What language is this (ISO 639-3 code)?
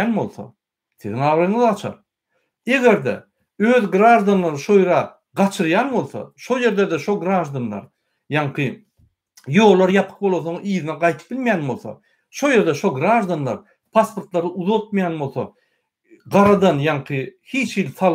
tuk